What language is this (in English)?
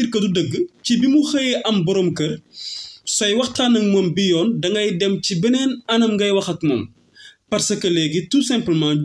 Wolof